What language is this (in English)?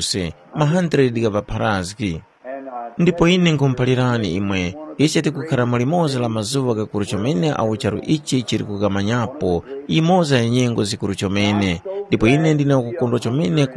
Tumbuka